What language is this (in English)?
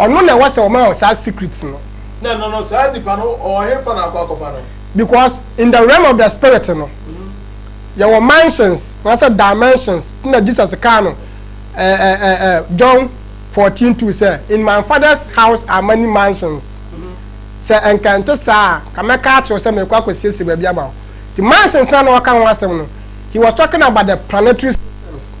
Akan